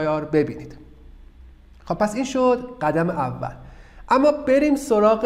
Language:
Persian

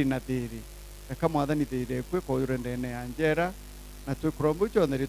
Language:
Meru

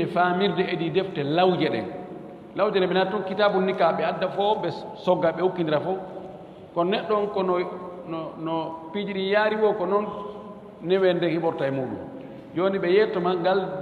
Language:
Fula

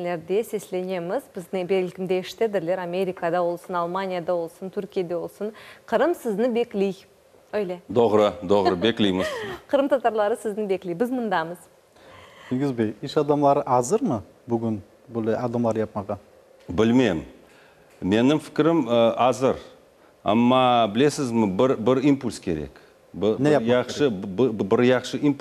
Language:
Crimean Tatar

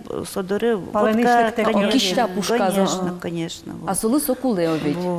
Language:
Udmurt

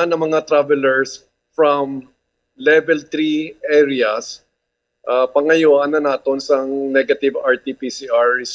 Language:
Hiligaynon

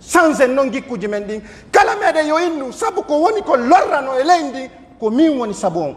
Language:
Pular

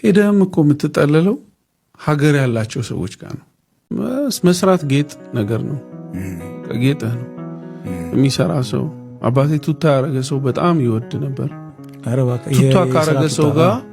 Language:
Amharic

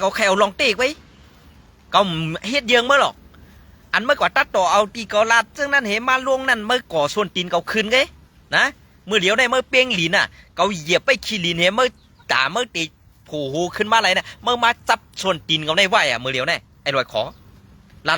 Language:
Shan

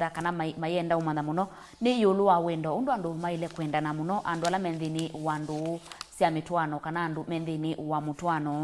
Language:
Kamba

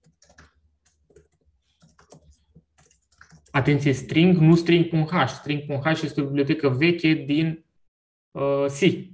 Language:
Romanian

